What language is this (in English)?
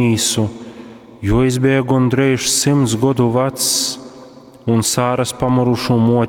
Latgalian